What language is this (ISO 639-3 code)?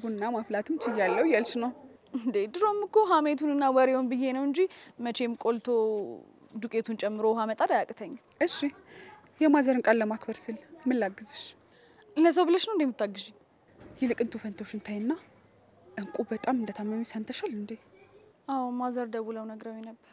amh